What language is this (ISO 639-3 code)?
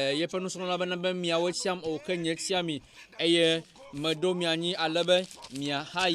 ewe